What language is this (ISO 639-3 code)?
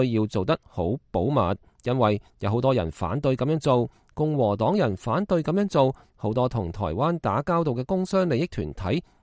yue